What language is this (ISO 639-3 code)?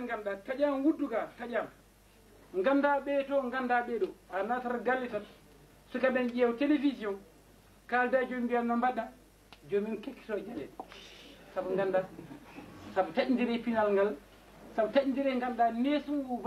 ful